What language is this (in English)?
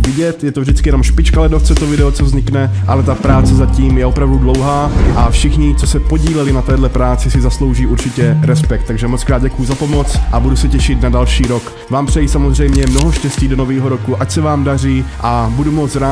Czech